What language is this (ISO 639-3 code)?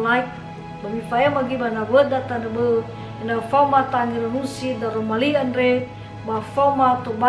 nia